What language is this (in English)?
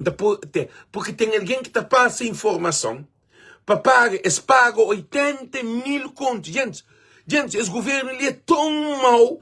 Kabuverdianu